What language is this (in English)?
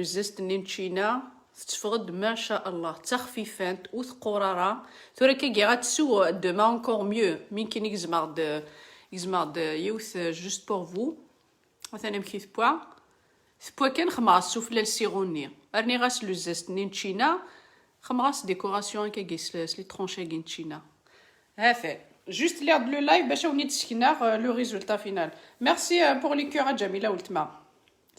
Kabyle